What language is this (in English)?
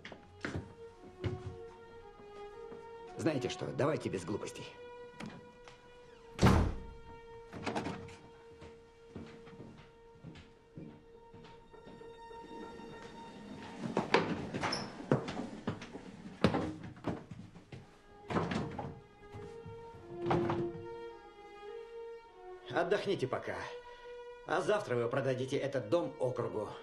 Russian